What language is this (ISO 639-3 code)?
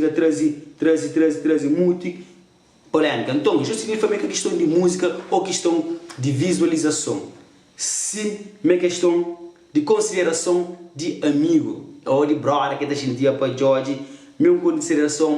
kea